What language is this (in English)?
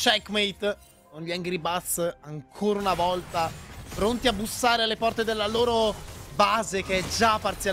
Italian